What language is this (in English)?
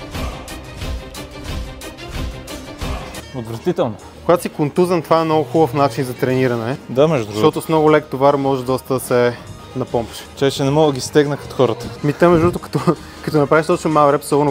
Bulgarian